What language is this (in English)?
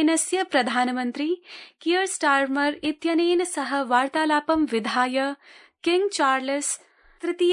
Sanskrit